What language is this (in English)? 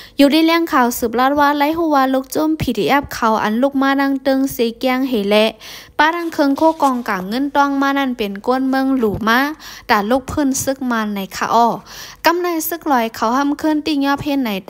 Shan